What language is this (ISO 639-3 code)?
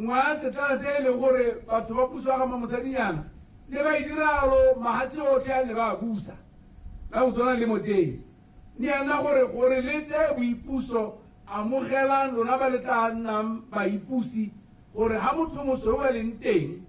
tsn